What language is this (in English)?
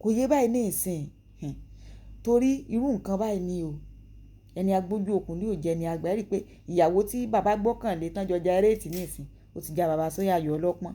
Yoruba